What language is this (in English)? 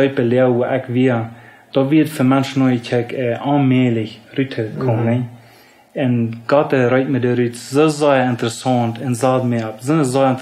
Plautdietsch